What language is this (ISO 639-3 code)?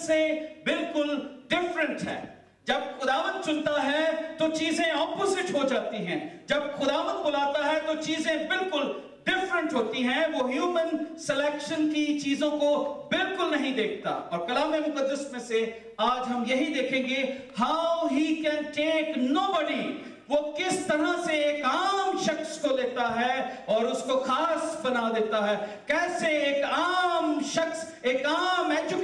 urd